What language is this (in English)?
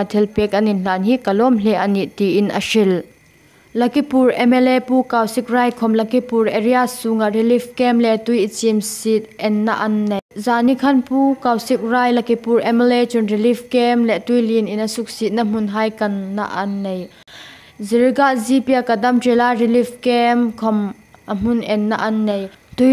Hmar